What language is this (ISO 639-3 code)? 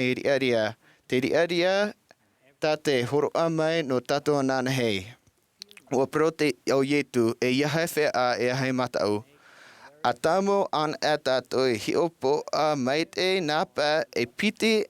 tah